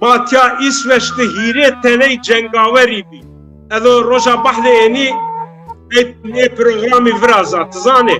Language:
Zaza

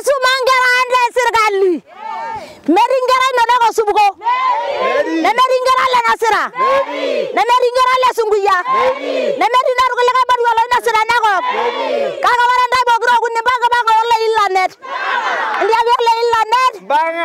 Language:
Masai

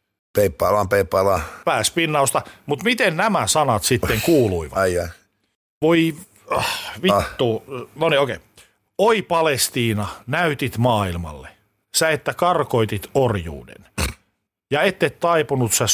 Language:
Finnish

